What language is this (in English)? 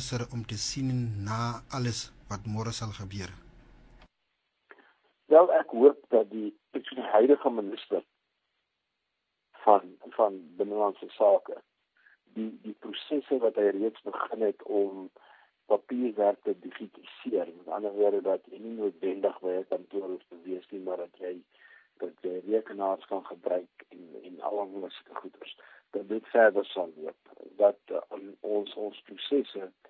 Afrikaans